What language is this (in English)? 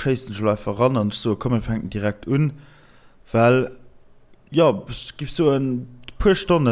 Luxembourgish